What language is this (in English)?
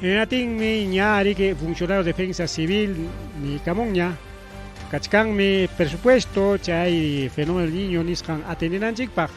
Ayacucho Quechua